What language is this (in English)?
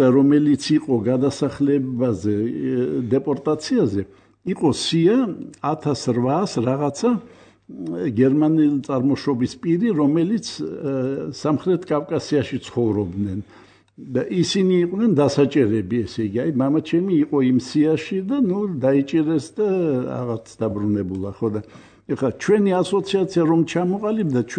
Georgian